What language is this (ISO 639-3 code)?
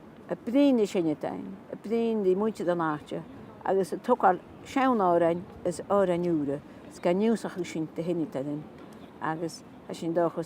gla